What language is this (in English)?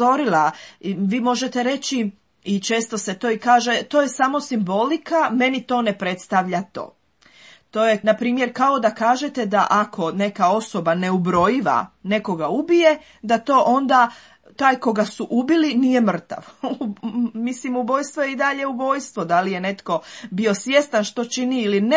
Croatian